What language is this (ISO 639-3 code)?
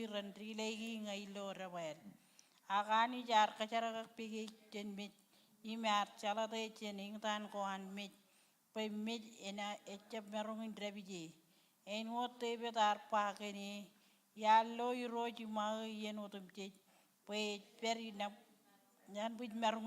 mah